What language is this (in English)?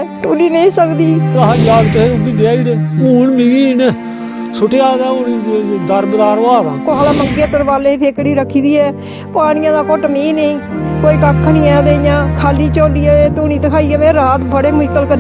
Dogri